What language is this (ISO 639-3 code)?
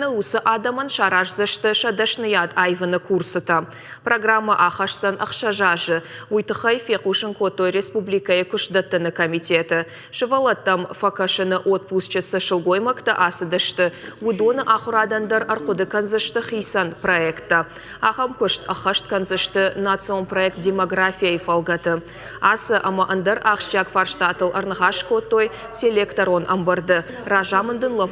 oss